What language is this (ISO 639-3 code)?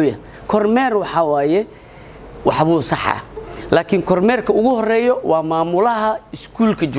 som